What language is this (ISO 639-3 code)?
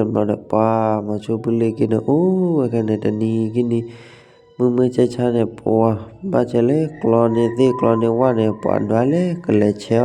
ksw